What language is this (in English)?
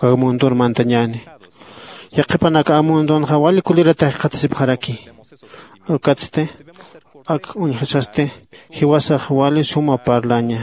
Aymara